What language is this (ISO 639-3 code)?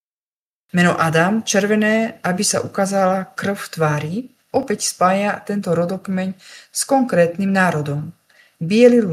slk